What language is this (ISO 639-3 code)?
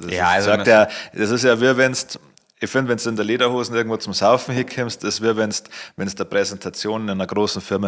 bar